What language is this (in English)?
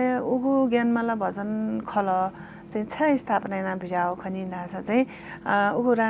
Newari